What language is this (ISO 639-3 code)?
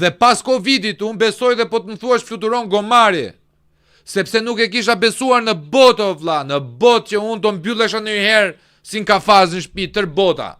sqi